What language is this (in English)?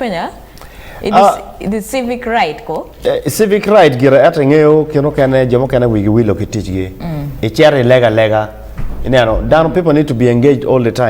Acoli